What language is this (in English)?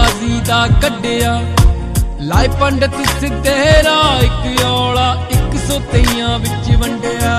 Punjabi